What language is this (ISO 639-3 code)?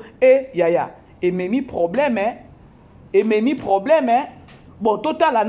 lin